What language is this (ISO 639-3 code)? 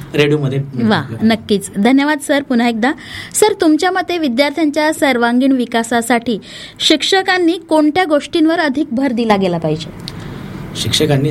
mar